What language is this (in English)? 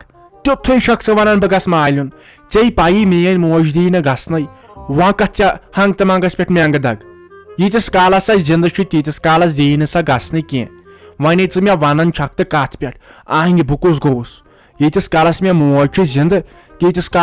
Kashmiri